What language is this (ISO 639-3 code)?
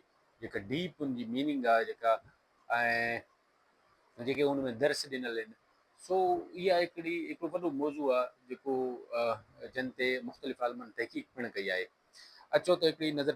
snd